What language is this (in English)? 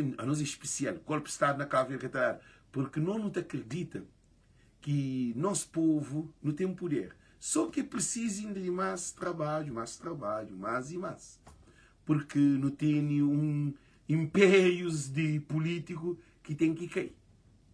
Kabuverdianu